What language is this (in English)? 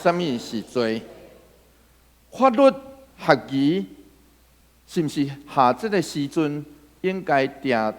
Min Nan Chinese